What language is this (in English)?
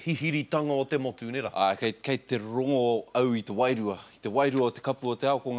Māori